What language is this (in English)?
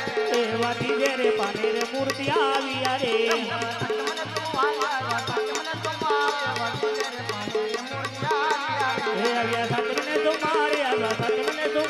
Gujarati